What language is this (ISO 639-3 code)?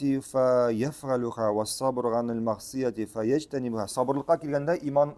tat